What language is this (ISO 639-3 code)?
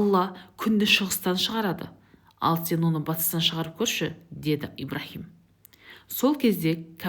kaz